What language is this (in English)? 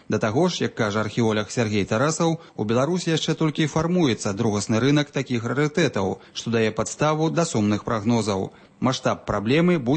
Belarusian